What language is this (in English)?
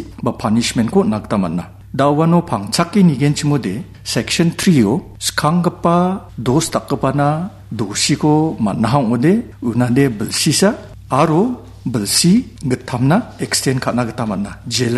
Garo